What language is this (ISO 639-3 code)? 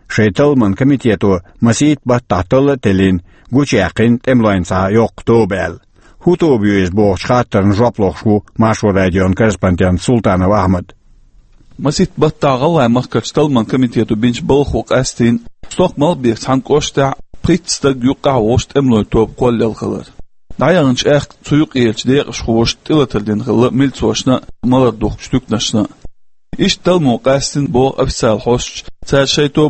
che